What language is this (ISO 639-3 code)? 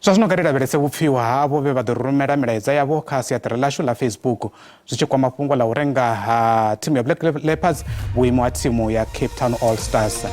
ven